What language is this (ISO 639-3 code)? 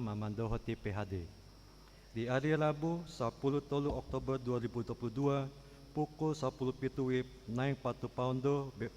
bbc